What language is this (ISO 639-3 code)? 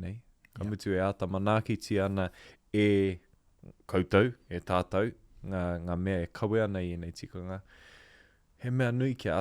mri